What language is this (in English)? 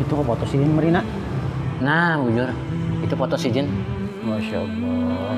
Banjar